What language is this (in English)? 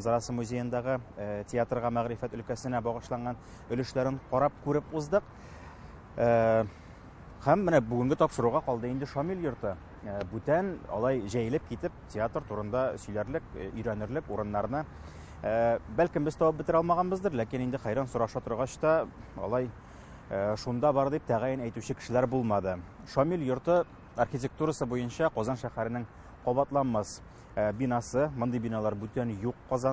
Tatar